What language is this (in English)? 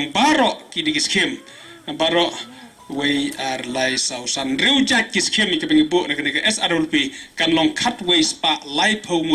Khasi